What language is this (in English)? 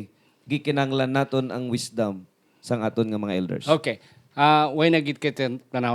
Hiligaynon